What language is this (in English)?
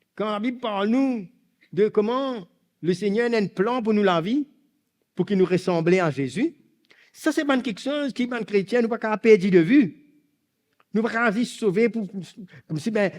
Morisyen